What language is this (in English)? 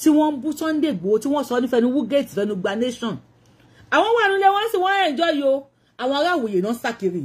Yoruba